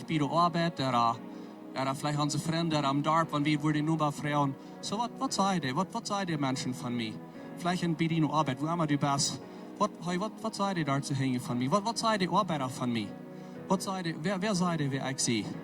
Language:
Plautdietsch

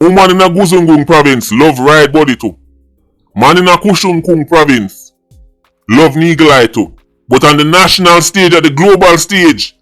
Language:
Jamaican Creole English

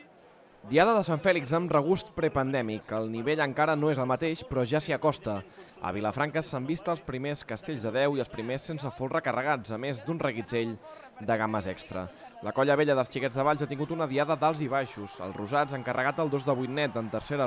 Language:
Catalan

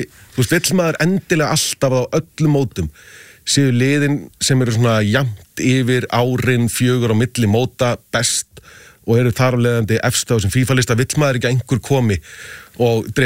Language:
Icelandic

